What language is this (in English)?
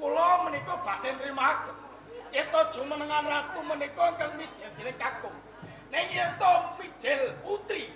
Javanese